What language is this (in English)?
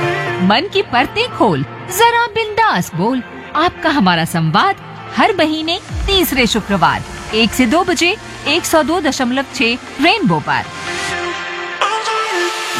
Hindi